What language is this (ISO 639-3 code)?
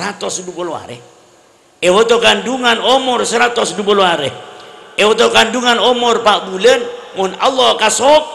mad